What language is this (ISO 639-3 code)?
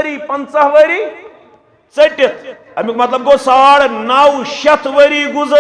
kas